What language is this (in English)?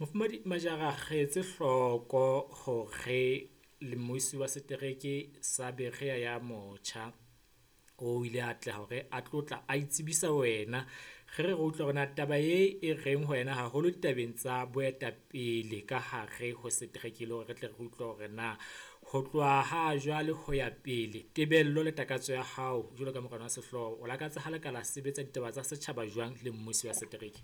Southern Sotho